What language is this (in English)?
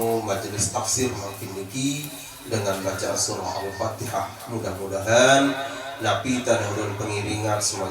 Sasak